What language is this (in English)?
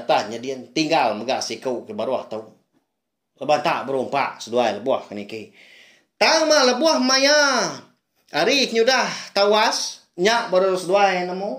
Iban